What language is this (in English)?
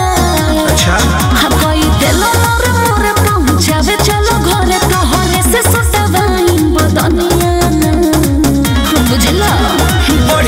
Bhojpuri